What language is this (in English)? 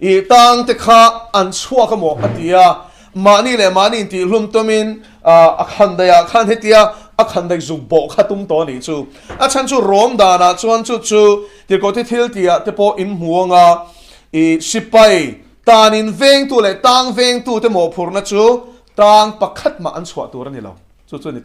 Mizo